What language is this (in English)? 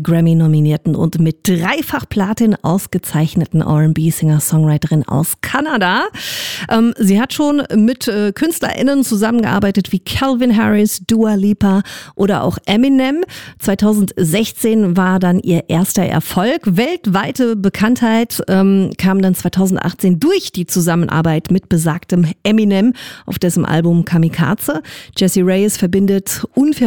German